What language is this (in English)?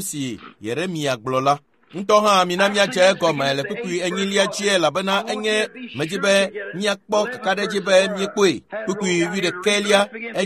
Ewe